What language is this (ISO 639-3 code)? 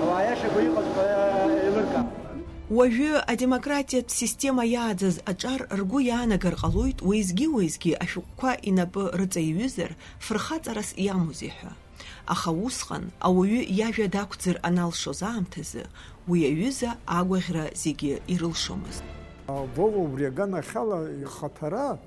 abk